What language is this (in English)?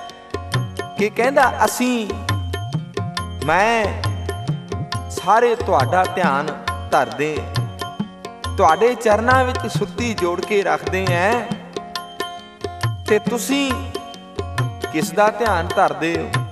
Punjabi